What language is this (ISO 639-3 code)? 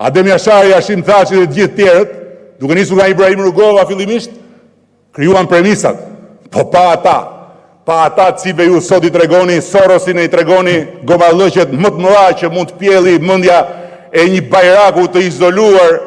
sqi